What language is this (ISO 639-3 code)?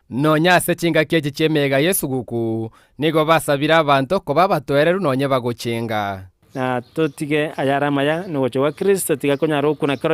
guz